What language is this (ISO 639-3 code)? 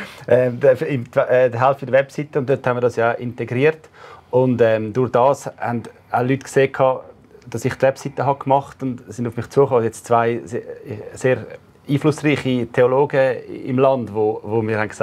gsw